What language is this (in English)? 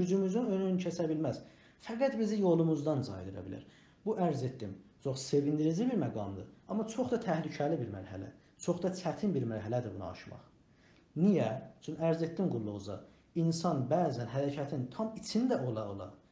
South Azerbaijani